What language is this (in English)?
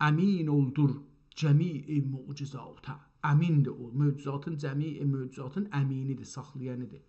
South Azerbaijani